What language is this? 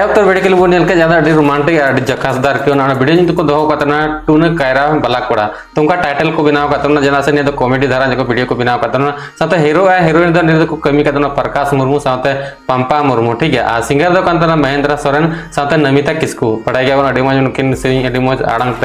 Santali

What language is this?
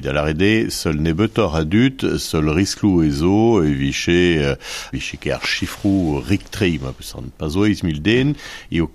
Breton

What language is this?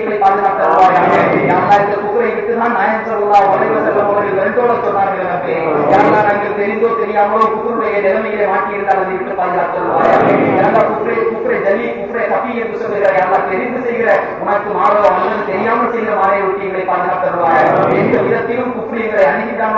Tamil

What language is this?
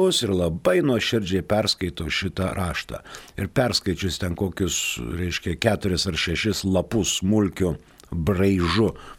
Lithuanian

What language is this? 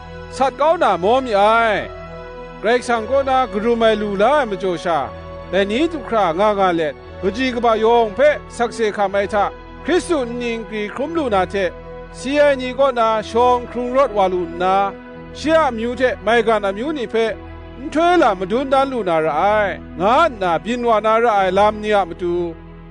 Kachin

